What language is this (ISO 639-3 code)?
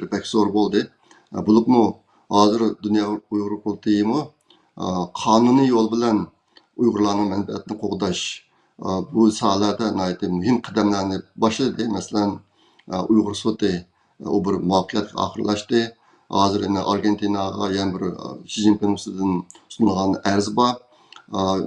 uig